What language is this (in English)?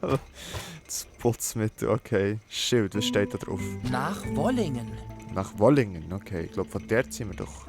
Swiss German